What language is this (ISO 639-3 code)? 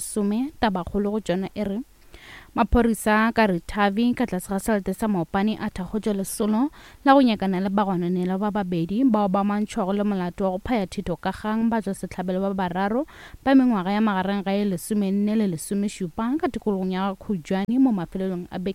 nso